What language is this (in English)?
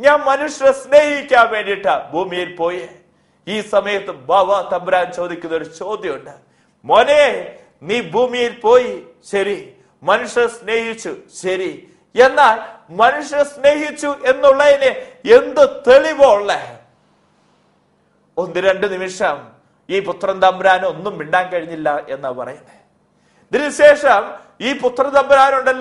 Malayalam